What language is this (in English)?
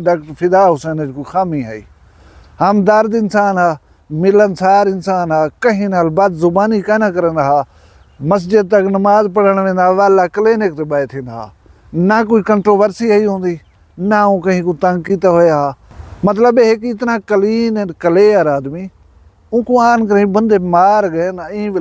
Saraiki